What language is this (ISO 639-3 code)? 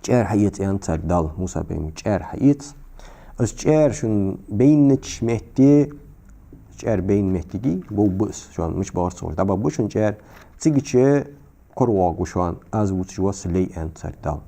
inh